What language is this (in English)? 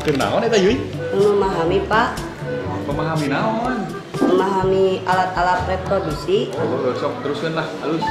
Sundanese